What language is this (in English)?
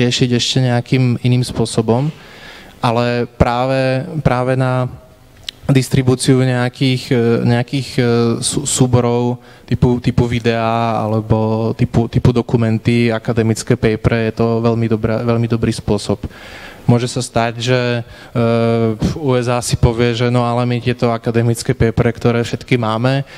Slovak